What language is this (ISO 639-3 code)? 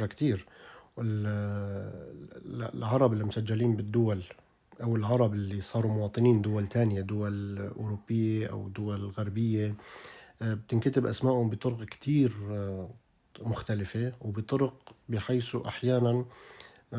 apc